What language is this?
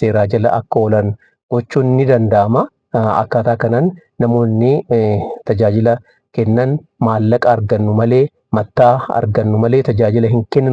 Oromo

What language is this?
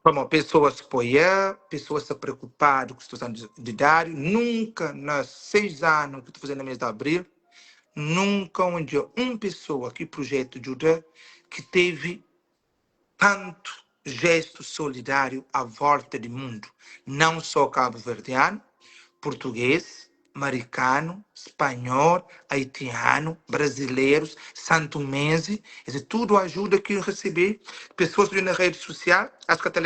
Kabuverdianu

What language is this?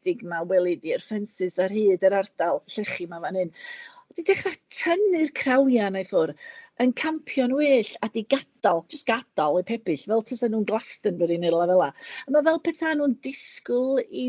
Welsh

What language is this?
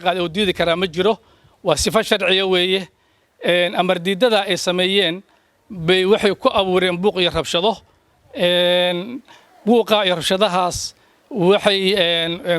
Somali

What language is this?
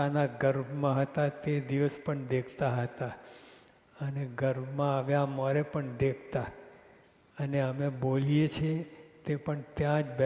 Gujarati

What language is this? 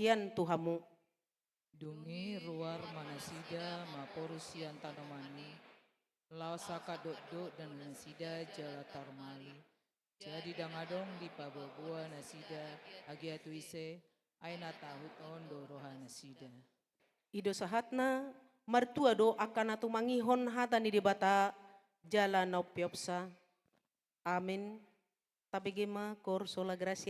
Batak Toba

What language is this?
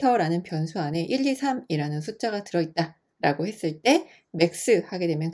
Korean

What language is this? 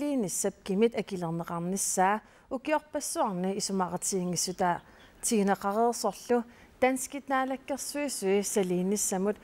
Kalaallisut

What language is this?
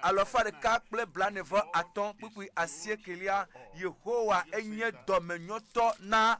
Ewe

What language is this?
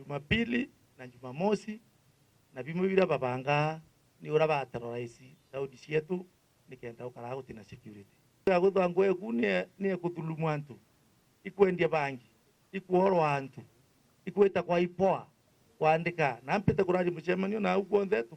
Meru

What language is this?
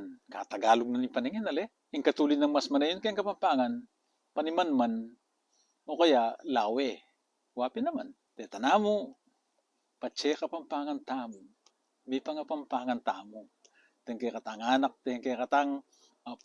Pampanga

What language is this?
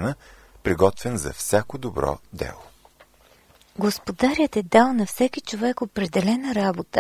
Bulgarian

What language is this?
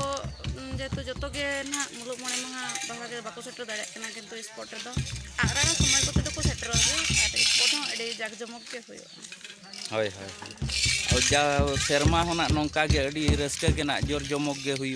Santali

